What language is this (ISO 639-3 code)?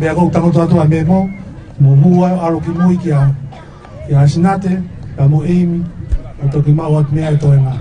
ton